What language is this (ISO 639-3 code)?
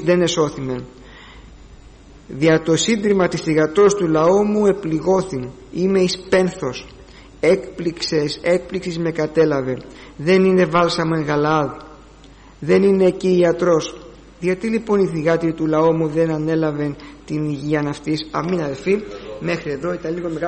ell